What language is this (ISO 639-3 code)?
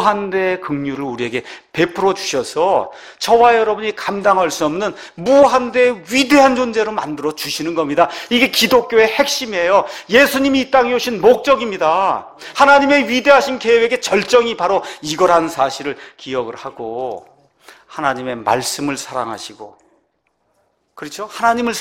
kor